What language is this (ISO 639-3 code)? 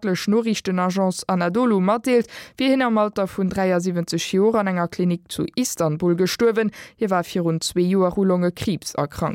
ltz